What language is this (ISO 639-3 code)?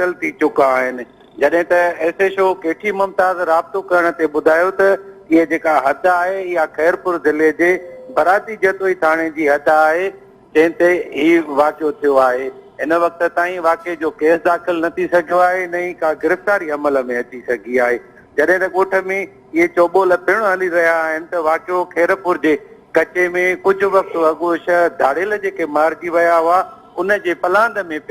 snd